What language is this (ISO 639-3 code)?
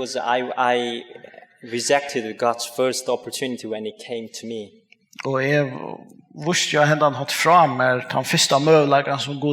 fao